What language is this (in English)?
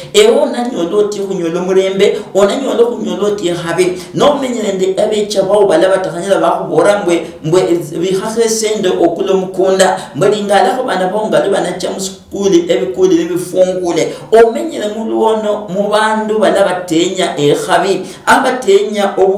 Luyia